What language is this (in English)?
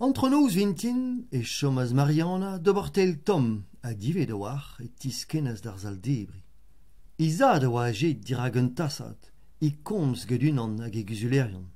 Breton